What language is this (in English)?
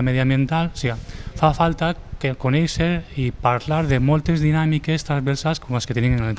Catalan